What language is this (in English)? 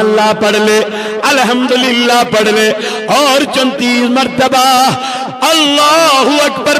Kashmiri